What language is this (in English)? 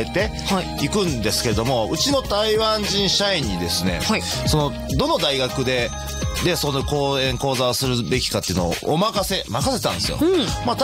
Japanese